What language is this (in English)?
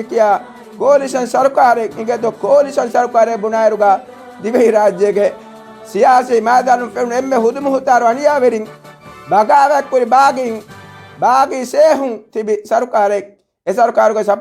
Divehi